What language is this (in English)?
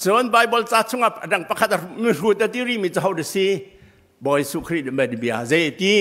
Hakha Chin